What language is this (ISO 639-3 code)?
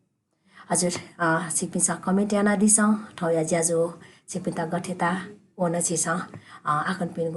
new